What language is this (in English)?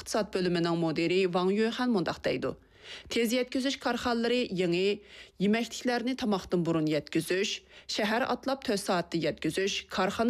Uyghur